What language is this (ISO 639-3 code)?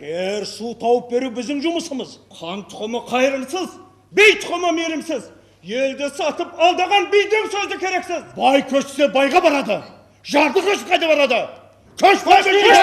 kaa